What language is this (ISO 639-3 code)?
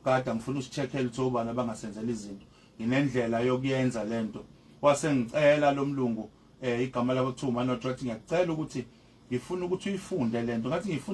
zul